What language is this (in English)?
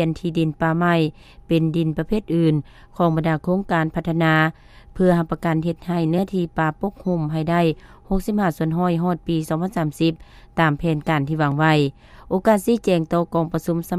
Lao